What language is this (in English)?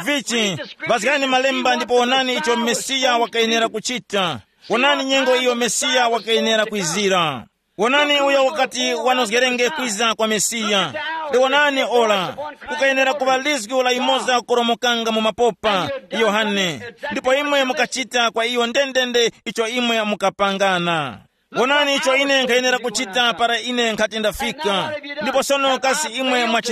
Tumbuka